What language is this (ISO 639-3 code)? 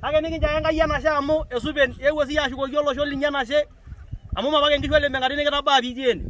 mas